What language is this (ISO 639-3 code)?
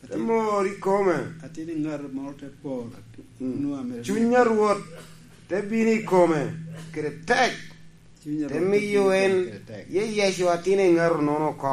laj